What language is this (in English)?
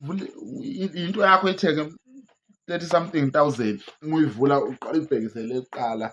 Zulu